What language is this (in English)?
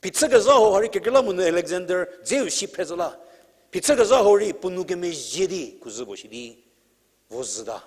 Angami Naga